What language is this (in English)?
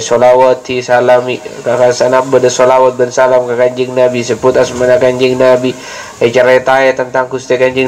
Madurese